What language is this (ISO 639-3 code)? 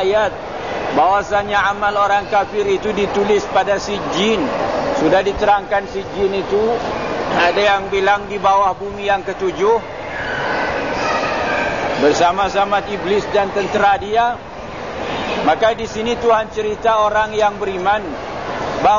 msa